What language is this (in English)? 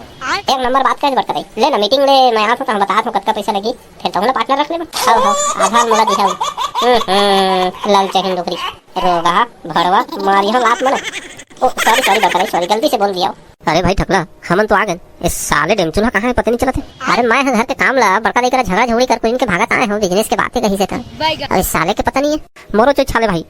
Chhattisgarhi